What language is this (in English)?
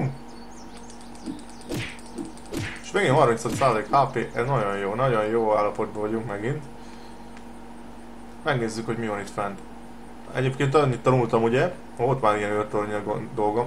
Hungarian